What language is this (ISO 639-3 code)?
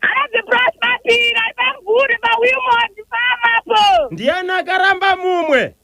sna